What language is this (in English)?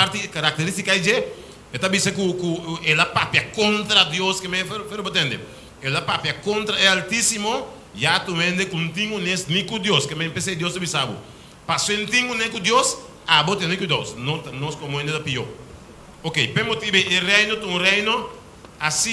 Papiamento